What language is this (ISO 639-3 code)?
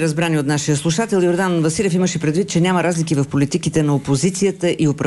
bul